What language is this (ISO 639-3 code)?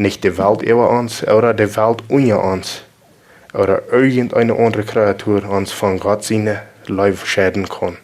pdt